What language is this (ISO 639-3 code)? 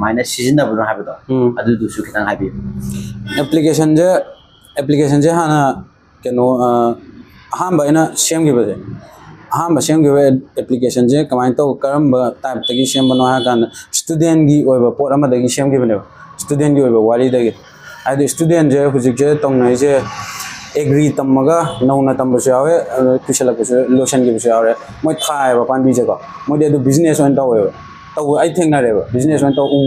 mni